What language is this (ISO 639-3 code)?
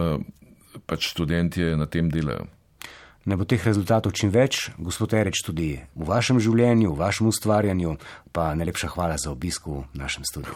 slv